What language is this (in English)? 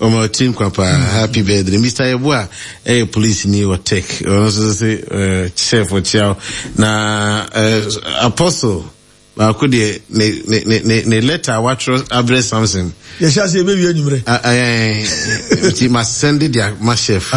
Akan